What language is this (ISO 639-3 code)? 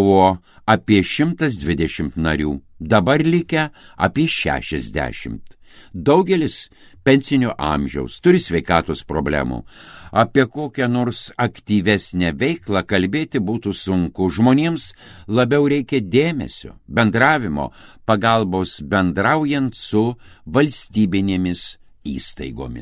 lit